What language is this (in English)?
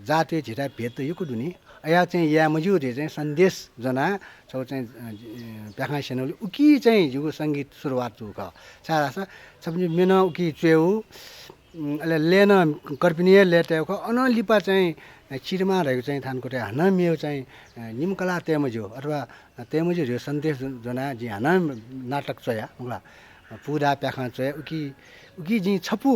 Newari